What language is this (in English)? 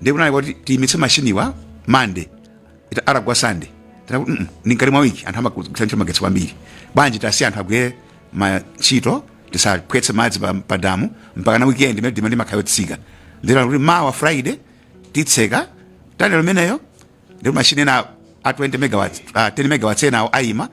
Nyanja